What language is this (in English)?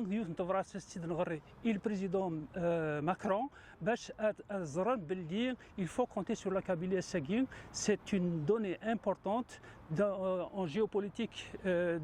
Kabyle